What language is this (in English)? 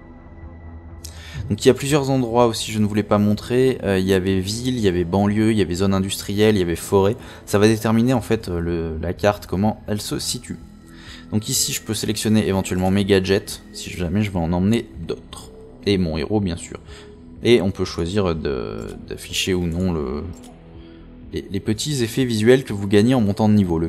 French